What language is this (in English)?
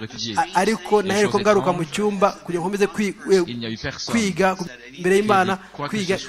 Kinyarwanda